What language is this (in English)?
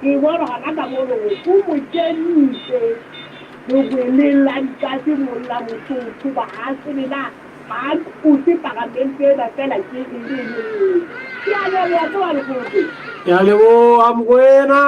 Southern Sotho